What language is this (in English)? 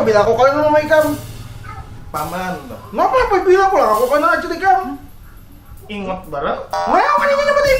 Banjar